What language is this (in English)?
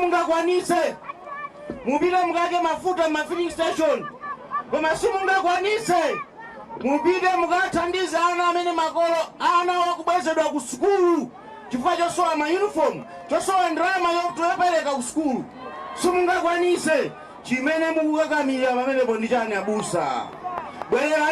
Nyanja